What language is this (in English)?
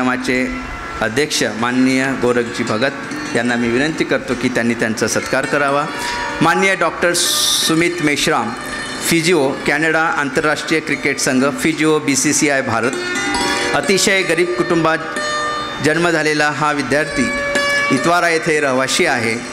Marathi